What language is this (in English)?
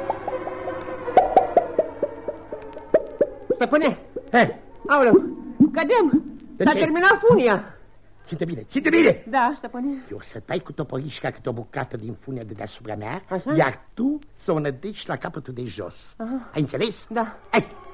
Romanian